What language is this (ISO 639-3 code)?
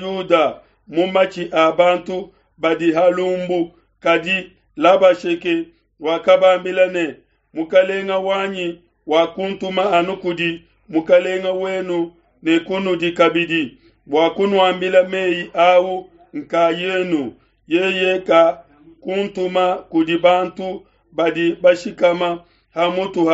lua